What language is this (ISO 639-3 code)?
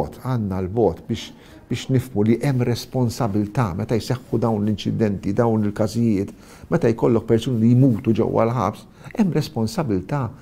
mlt